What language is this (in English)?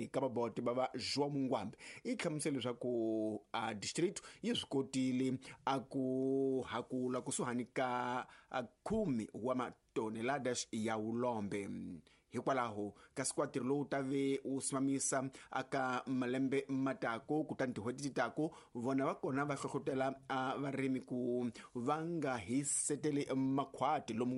Tsonga